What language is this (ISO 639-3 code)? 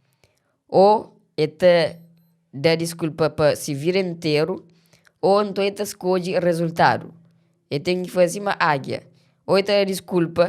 kea